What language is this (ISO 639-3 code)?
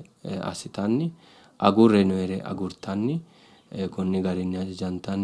sid